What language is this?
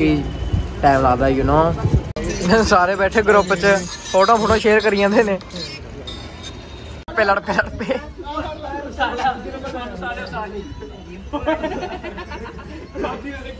Punjabi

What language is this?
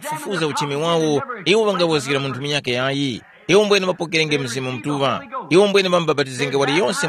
Tumbuka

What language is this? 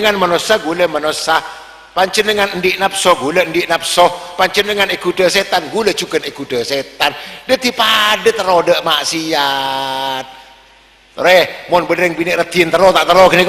Madurese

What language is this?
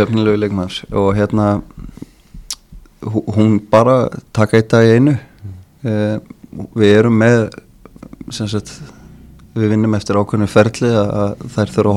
Icelandic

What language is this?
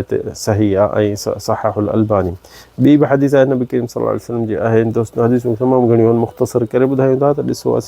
Sindhi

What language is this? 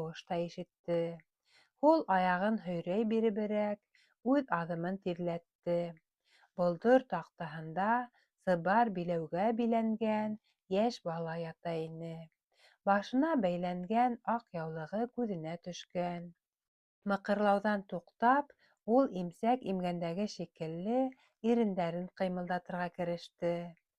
Bashkir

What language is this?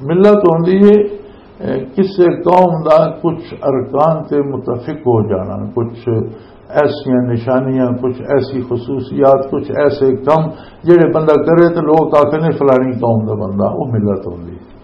Western Panjabi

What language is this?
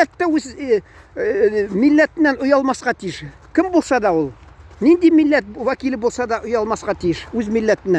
Tatar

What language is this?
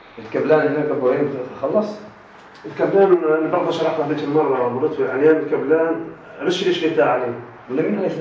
North Levantine Arabic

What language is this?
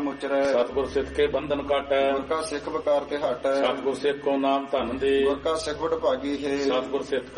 Punjabi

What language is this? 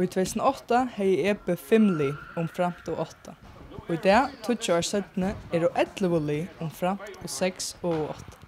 Faroese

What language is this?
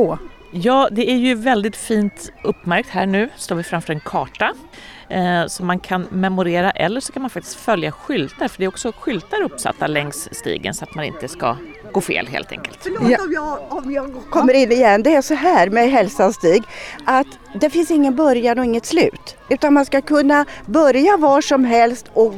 Swedish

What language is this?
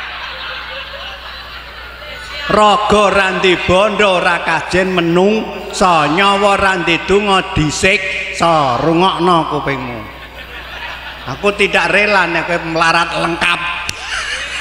Javanese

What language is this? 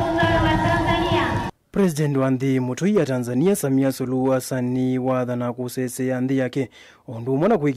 Kamba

